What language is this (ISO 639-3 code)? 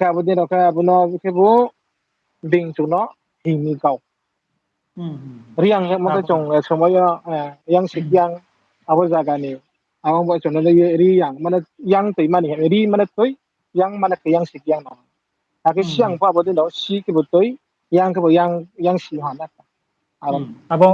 ria